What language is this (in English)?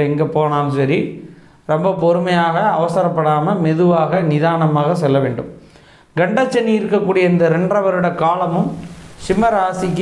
Tamil